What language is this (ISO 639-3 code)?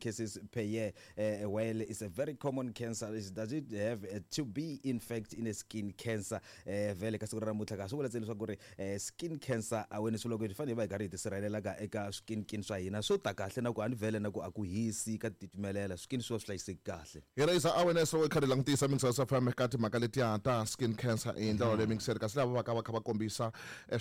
tso